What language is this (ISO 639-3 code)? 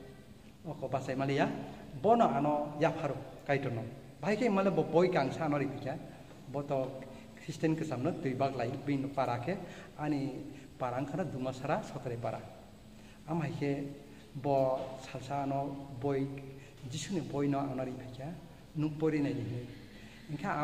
trp